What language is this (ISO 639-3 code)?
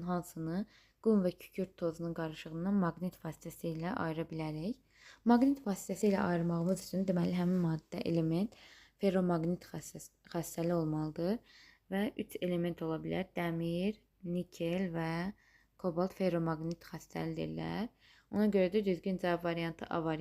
aze